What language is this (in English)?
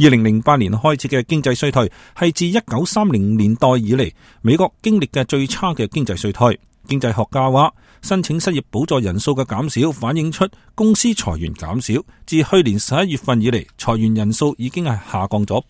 Cantonese